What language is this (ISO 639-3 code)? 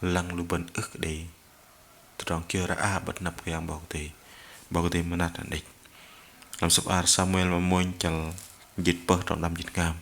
bdq